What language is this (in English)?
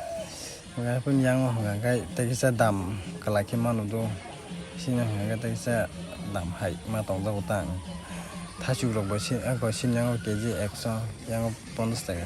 Kok Borok